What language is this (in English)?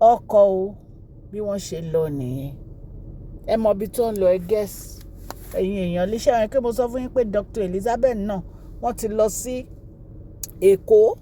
Yoruba